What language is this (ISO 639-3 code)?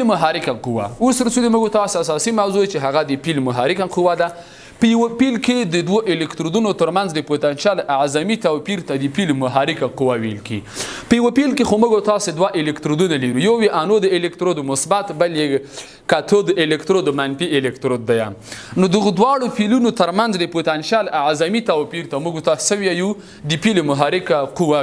pus